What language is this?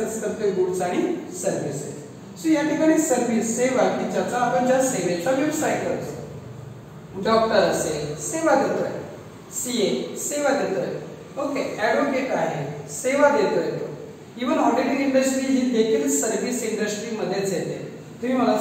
Marathi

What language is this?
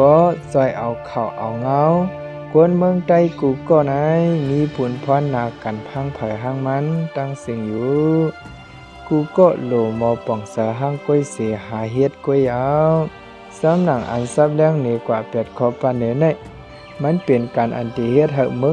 Shan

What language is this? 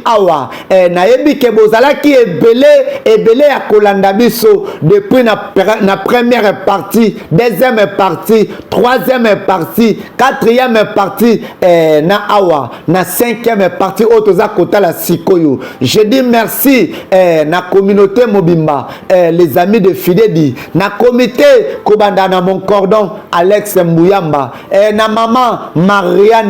Lingala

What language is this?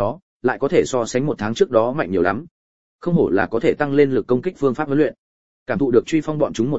Vietnamese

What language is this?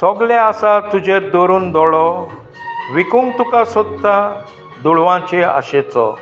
Konkani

